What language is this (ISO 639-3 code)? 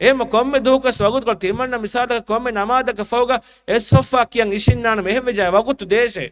div